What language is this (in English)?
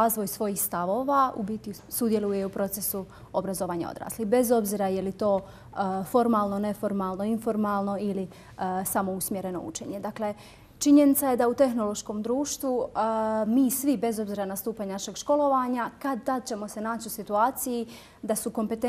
Bosnian